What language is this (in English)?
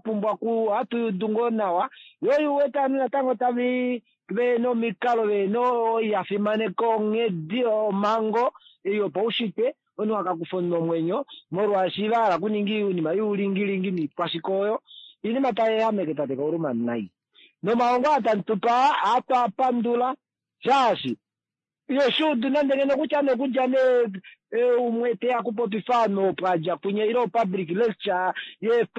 Kuanyama